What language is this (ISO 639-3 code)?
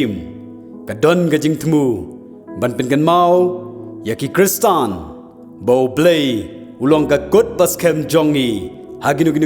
kha